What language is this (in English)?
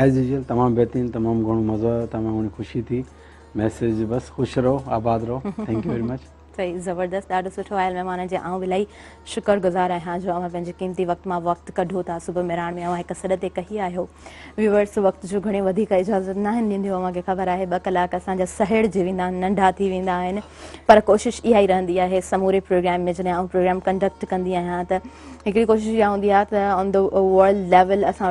Sindhi